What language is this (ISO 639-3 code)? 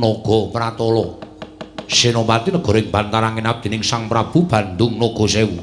jav